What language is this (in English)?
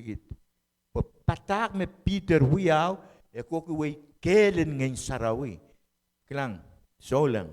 Pohnpeian